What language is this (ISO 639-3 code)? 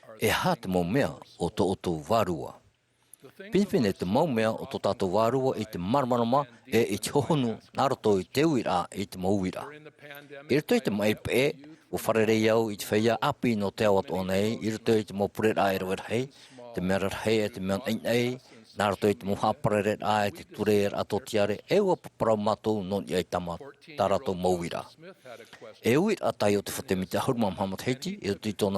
tah